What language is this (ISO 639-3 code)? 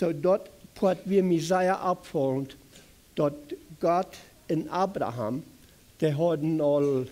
pdt